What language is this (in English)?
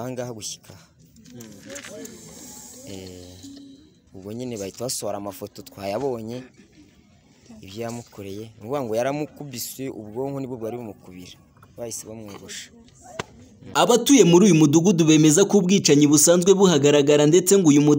Kinyarwanda